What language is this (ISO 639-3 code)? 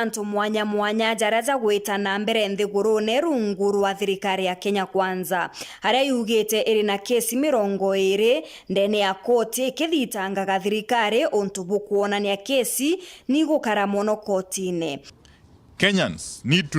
mer